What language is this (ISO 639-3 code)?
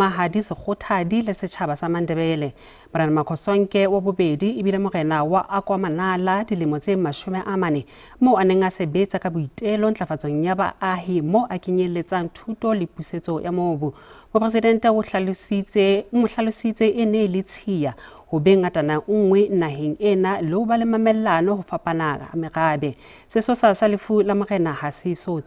sot